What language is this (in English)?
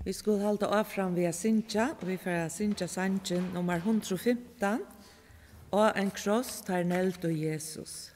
Faroese